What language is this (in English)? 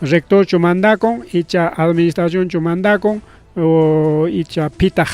Ayacucho Quechua